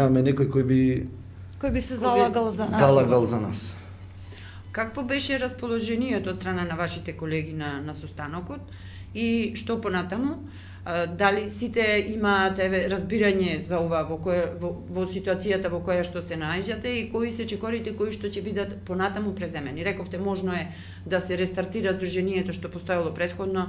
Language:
Macedonian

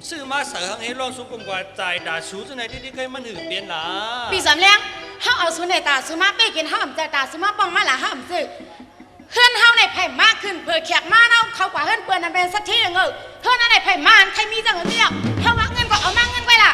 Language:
Shan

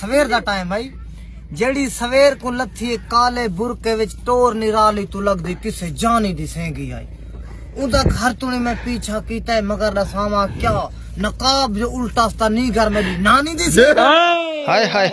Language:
Saraiki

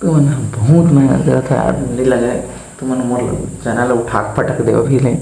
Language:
Chhattisgarhi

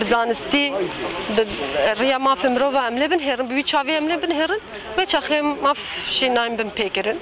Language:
Kurdish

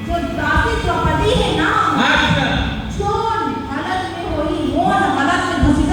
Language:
Chhattisgarhi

